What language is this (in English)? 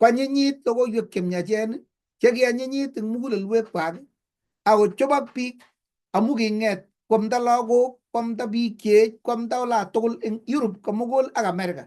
Kalenjin